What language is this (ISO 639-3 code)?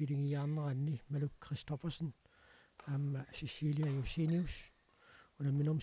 kal